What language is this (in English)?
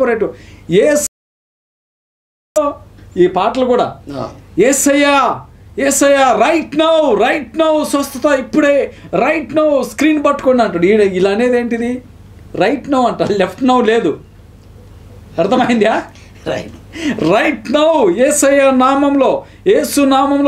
Telugu